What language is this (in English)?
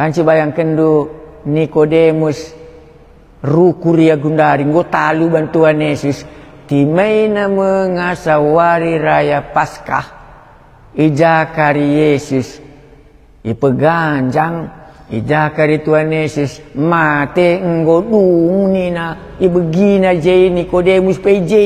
Batak Karo